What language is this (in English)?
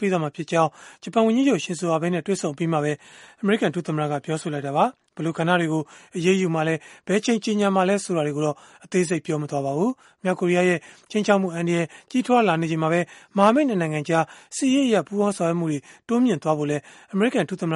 Burmese